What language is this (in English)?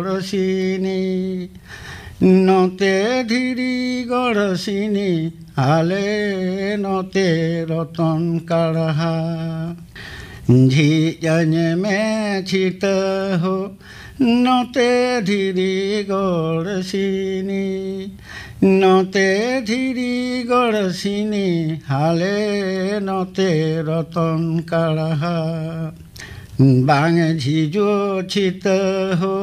Santali